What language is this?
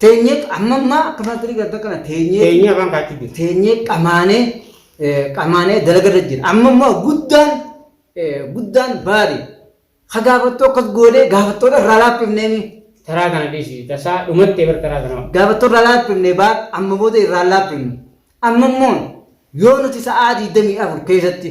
Oromo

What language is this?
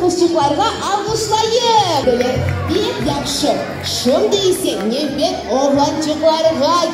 Crimean Tatar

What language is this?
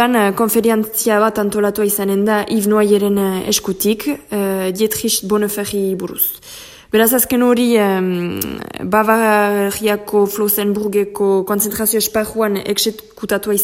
Basque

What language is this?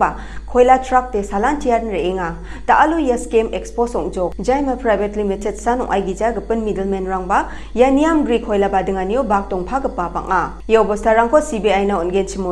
Garo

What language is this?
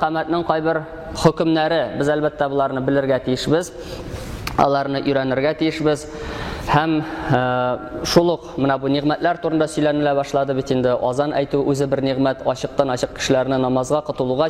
Tatar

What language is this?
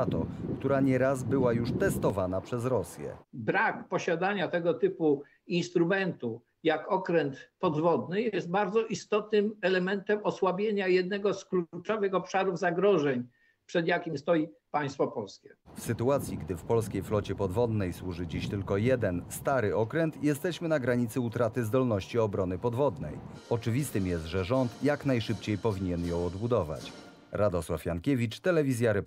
Polish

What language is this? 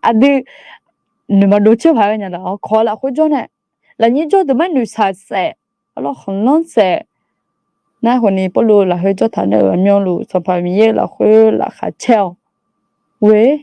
Akha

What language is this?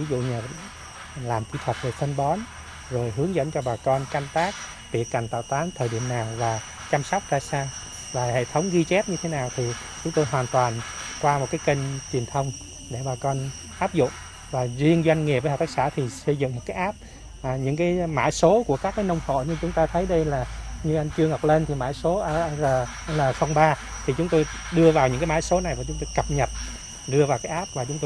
Vietnamese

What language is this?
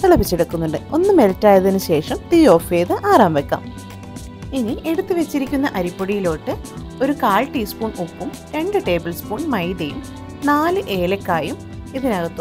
Malayalam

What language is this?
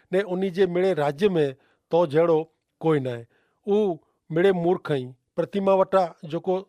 Kachhi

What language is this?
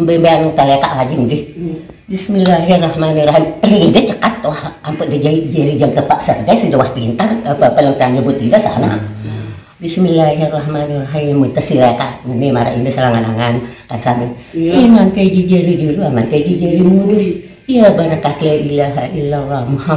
Sasak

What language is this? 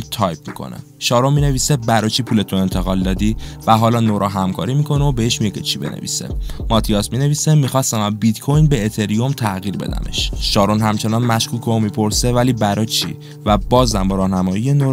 Persian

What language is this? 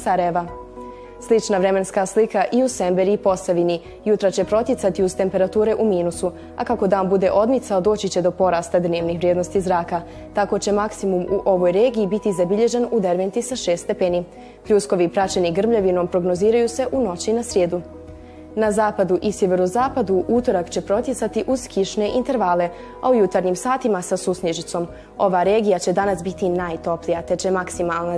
Bosnian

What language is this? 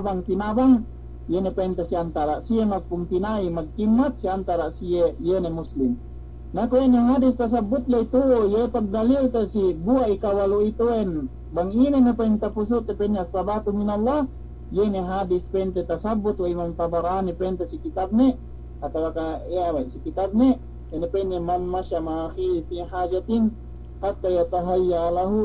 Yakan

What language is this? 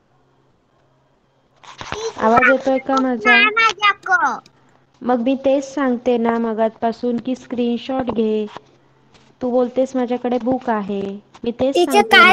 Marathi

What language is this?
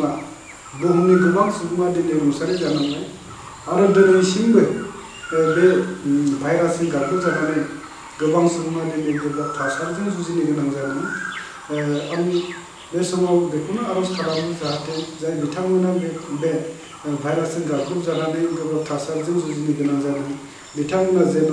Bodo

